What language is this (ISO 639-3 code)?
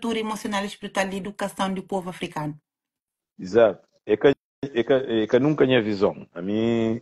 kea